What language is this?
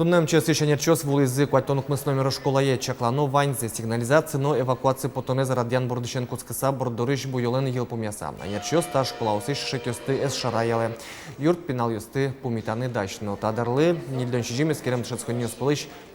Udmurt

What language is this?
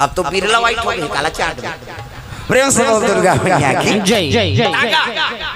Chhattisgarhi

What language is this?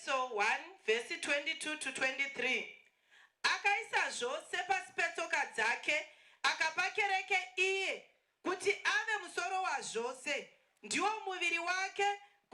Shona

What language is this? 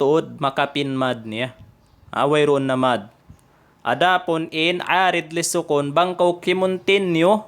Tausug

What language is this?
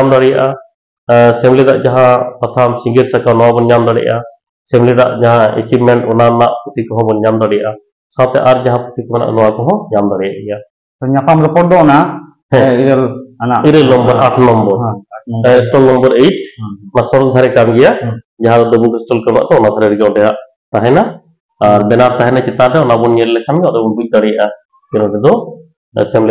Santali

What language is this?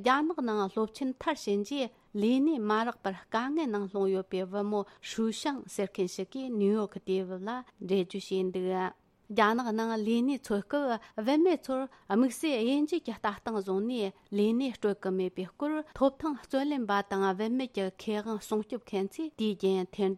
Tibetan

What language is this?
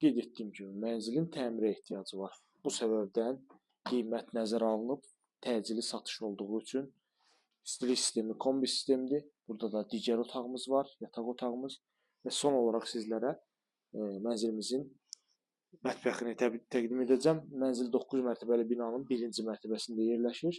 Azerbaijani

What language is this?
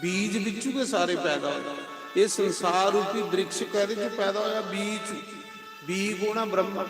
Dogri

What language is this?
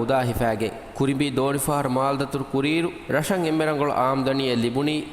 Divehi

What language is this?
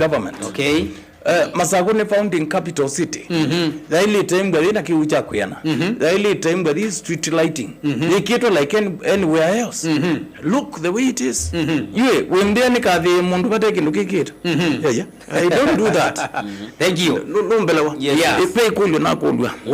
Kamba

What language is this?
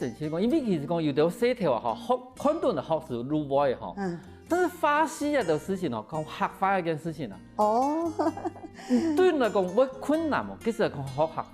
Hakka Chinese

